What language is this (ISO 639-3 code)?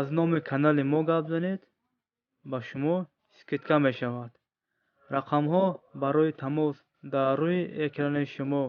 tgk